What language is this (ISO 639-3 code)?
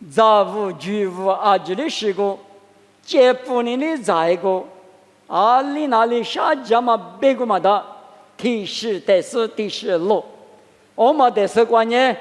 lis